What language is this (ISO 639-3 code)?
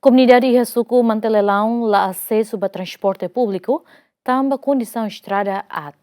tet